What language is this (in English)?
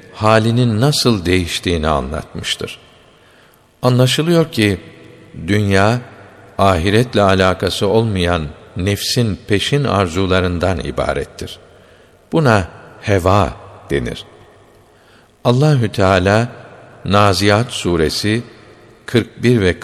Turkish